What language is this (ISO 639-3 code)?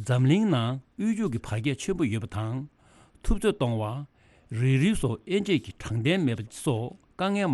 bod